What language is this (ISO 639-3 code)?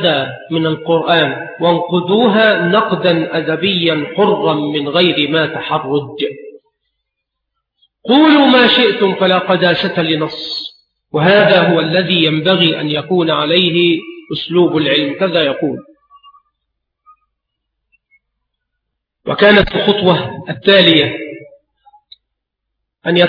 ara